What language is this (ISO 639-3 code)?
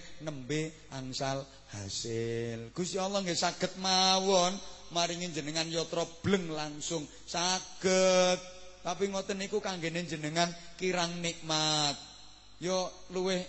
jav